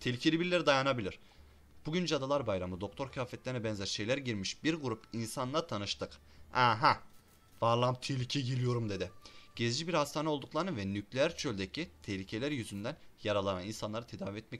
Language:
Turkish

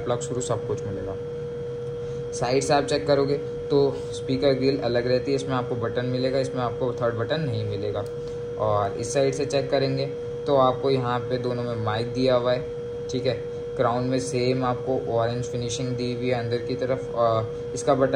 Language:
Hindi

